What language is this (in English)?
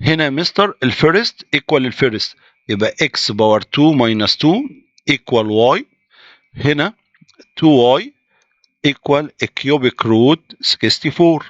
Egyptian Arabic